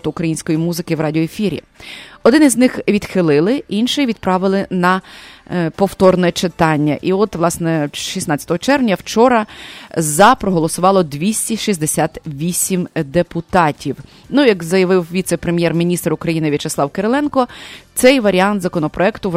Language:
Ukrainian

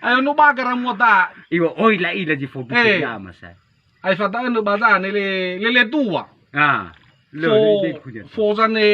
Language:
Nias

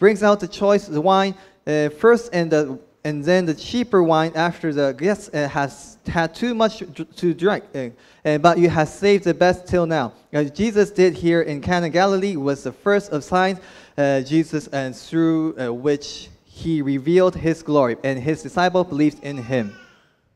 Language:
Japanese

